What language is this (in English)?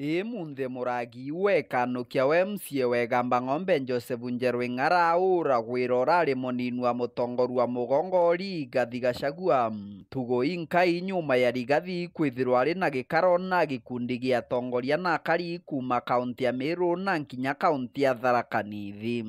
Meru